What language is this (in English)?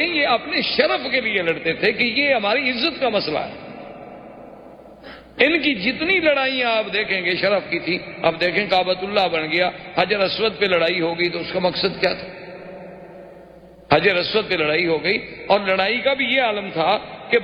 Urdu